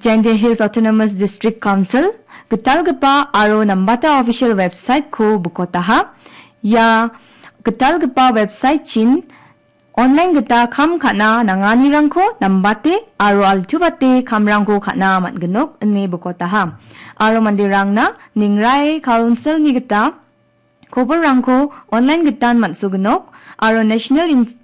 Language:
Garo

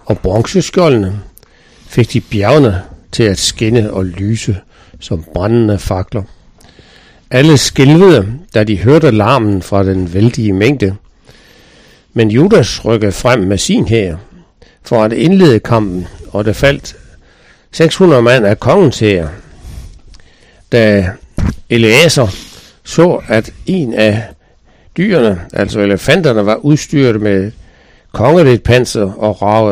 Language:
Danish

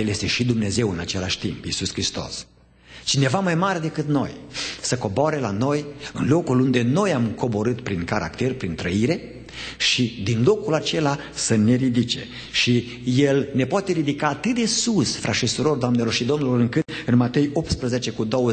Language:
Romanian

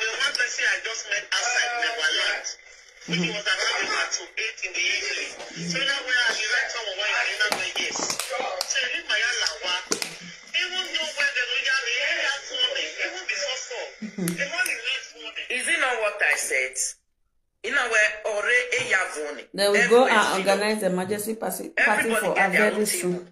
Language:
Nigerian Pidgin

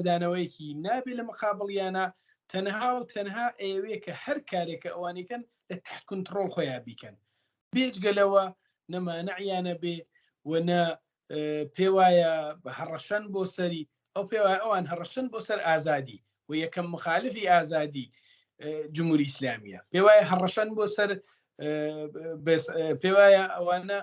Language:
Central Kurdish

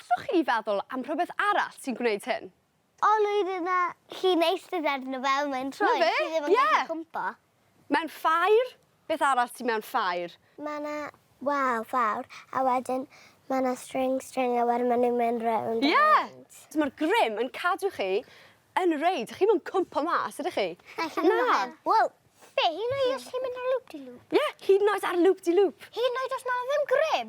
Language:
Welsh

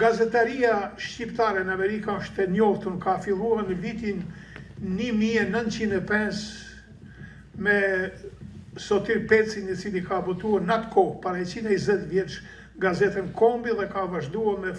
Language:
Albanian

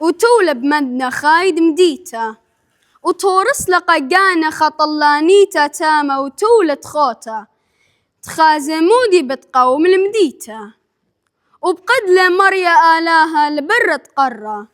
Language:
Assyrian Neo-Aramaic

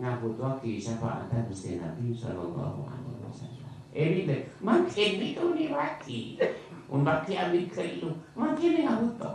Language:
Madurese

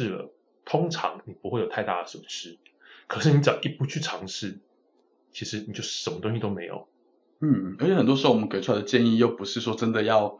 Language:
Chinese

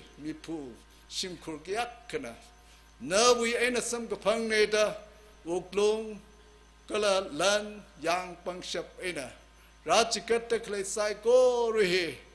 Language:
Tangkhul Naga (India)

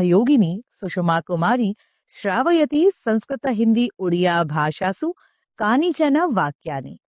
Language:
Sanskrit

